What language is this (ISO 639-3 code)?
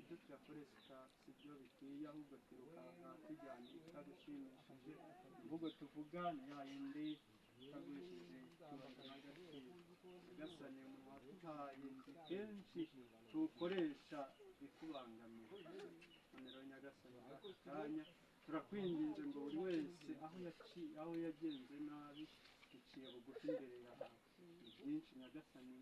kin